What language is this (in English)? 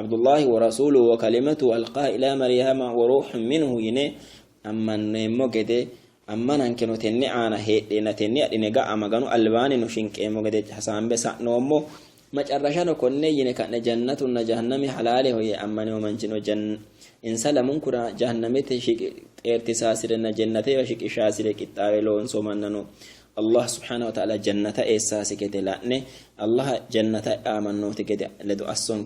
Sidamo